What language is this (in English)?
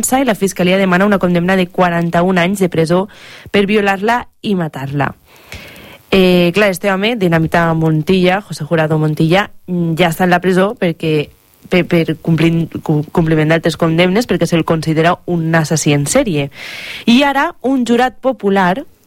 Catalan